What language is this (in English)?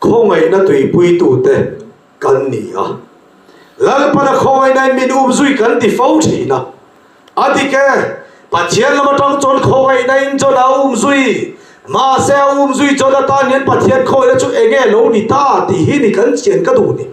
Mizo